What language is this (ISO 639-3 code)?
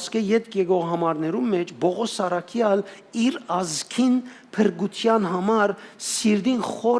hyw